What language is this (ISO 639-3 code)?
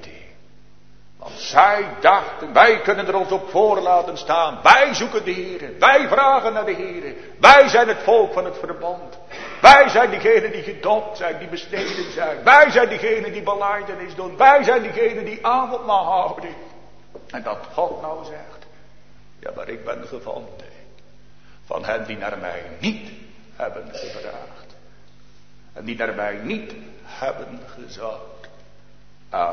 nld